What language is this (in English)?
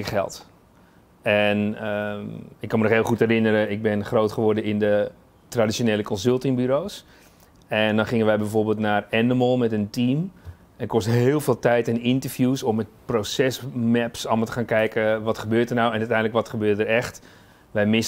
Dutch